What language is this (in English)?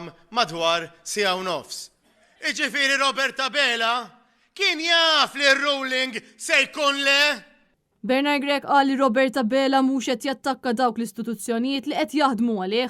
Maltese